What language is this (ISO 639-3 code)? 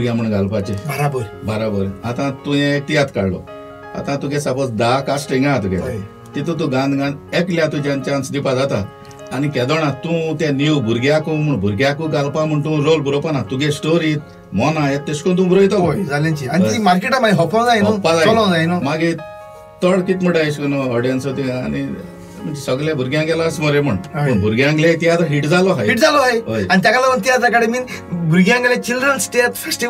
kok